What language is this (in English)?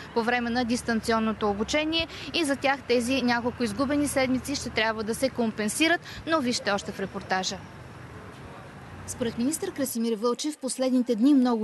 Bulgarian